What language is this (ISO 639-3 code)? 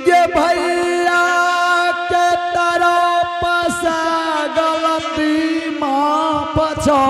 anp